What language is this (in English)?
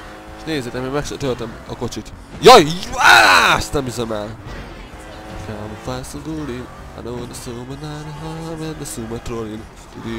Hungarian